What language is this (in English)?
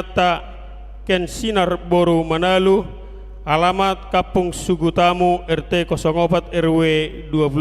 Batak Toba